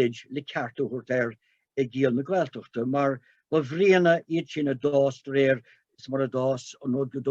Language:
Irish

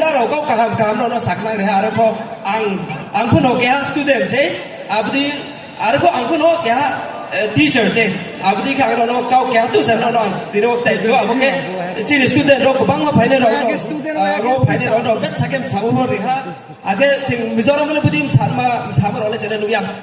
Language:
Riang (India)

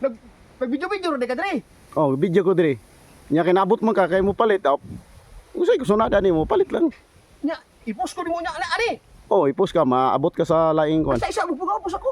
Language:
Cebuano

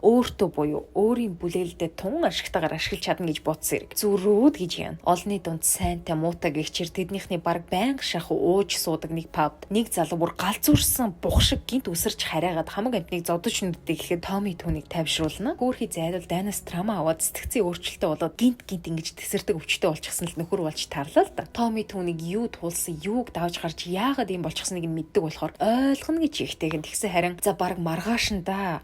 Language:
Mongolian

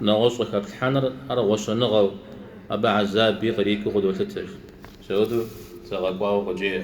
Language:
Kabardian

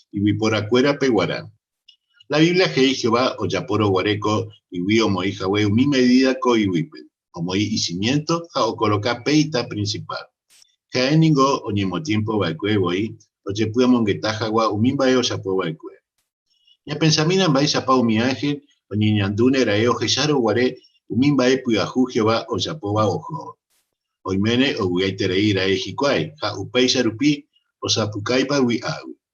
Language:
Guarani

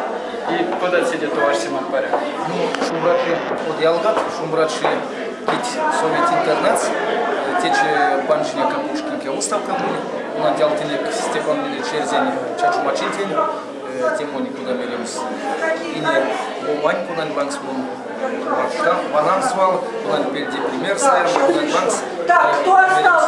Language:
Erzya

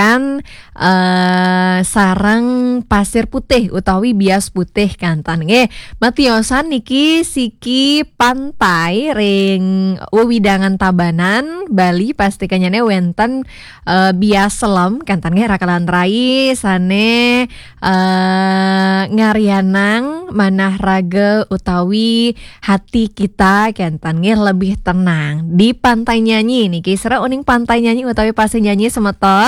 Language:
Balinese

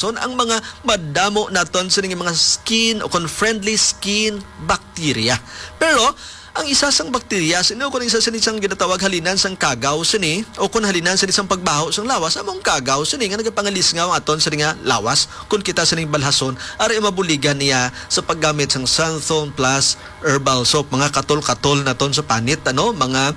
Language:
Hiligaynon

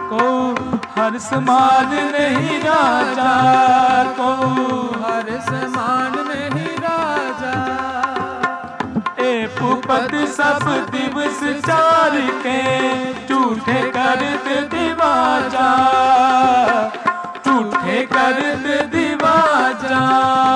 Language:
Hindi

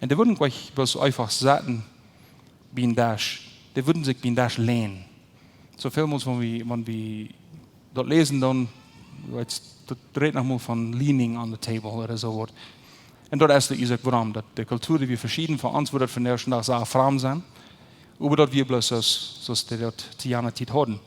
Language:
Plautdietsch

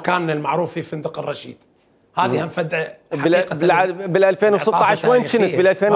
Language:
Mesopotamian Arabic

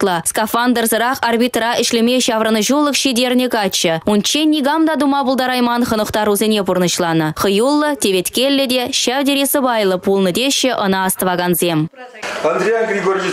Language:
Chuvash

